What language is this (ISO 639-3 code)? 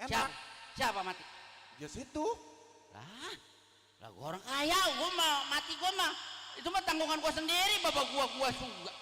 bew